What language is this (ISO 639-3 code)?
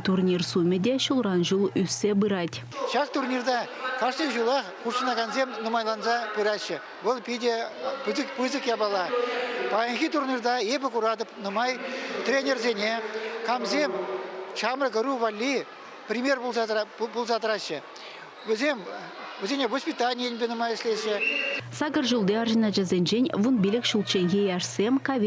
chv